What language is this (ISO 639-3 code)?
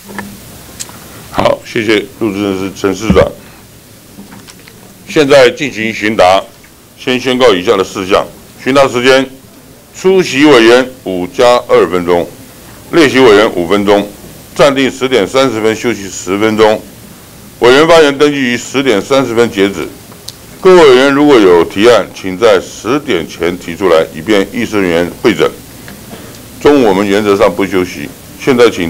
zho